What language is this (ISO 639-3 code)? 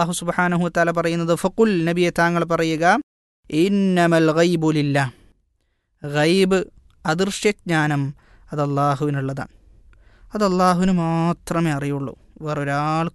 mal